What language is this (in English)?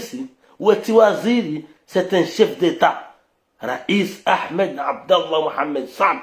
Ngazidja Comorian